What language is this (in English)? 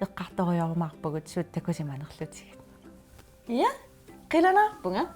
Kalaallisut